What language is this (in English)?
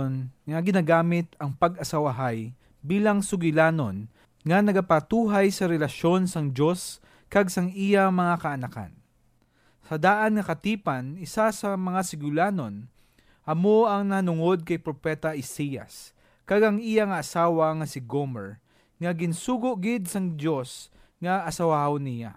Hiligaynon